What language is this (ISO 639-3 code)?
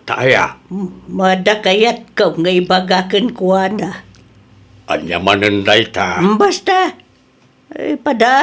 ilo